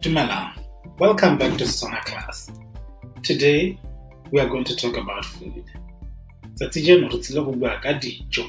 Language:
Tswana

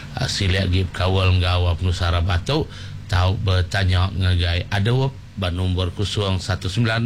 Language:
Iban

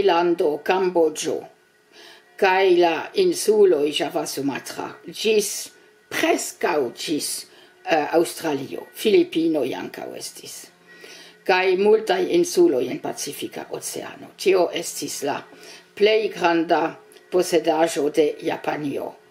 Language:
Esperanto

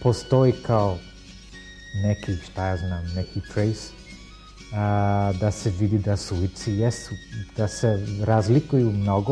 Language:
Serbian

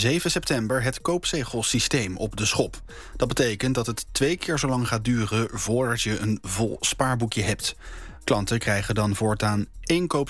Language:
Dutch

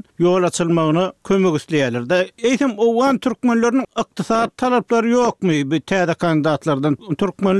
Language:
Turkmen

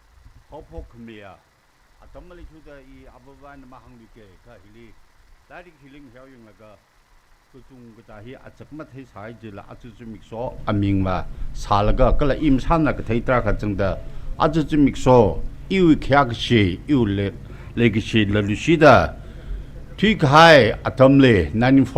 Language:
Tangkhul Naga (India)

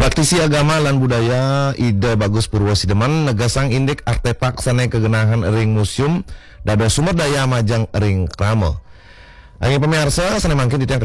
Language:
Balinese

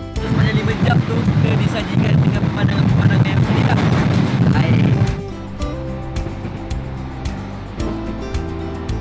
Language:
Malay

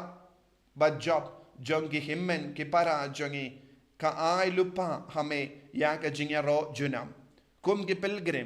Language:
Khasi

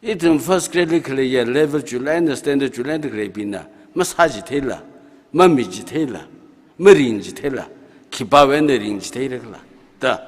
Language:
Tangkhul Naga (India)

